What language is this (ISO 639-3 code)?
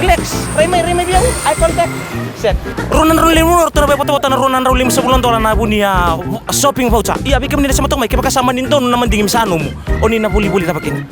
fij